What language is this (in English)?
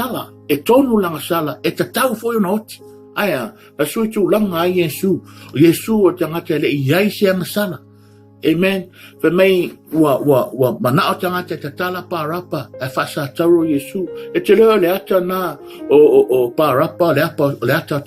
Samoan